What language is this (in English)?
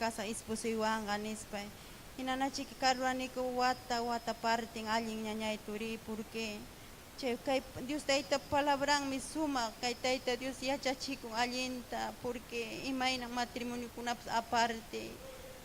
Ayacucho Quechua